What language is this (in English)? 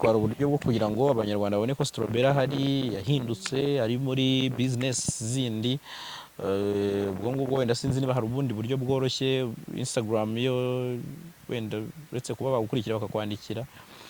Kinyarwanda